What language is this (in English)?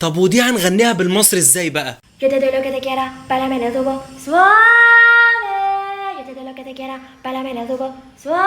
Egyptian Arabic